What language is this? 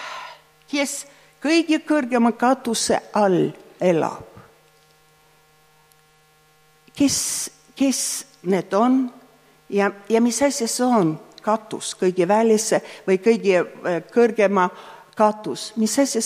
Estonian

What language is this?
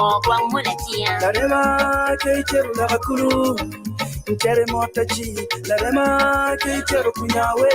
Acoli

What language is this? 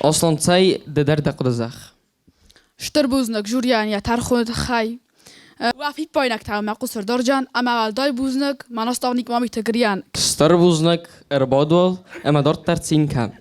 Ossetic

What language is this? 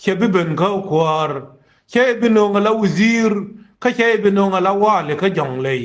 Nuer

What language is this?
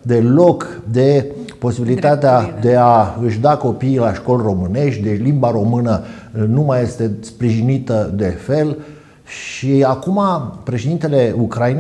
Romanian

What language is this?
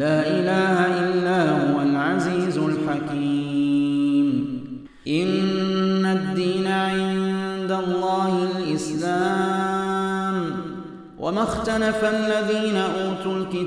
Arabic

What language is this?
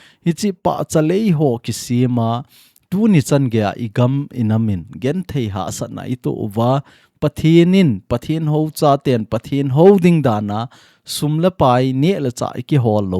Thado Chin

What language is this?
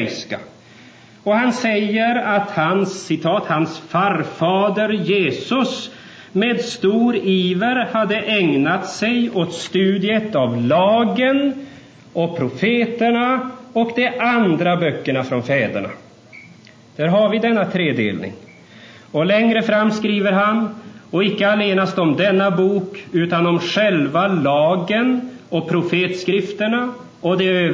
Swedish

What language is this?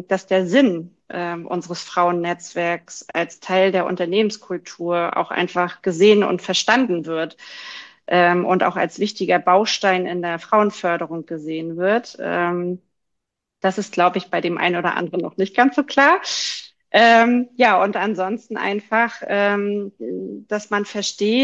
German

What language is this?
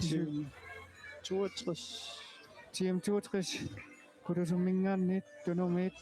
Kalaallisut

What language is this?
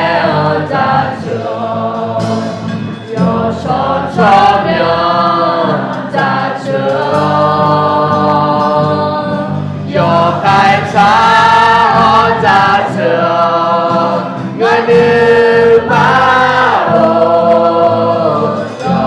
Akha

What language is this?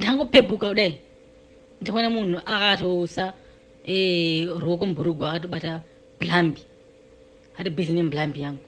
Shona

